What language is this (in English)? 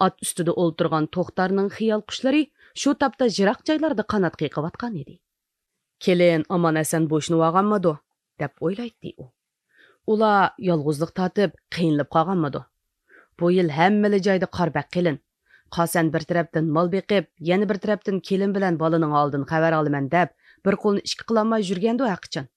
Uyghur